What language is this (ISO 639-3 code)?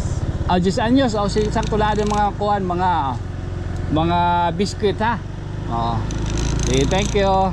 war